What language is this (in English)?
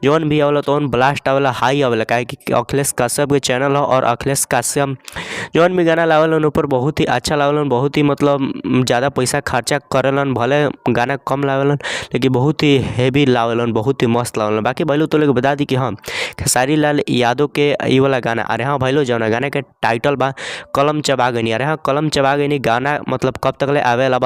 Bhojpuri